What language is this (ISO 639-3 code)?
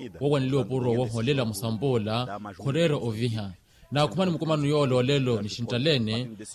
vmw